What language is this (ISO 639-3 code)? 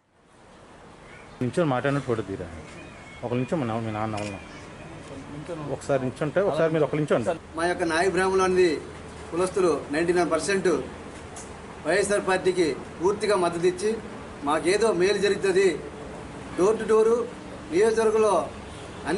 tel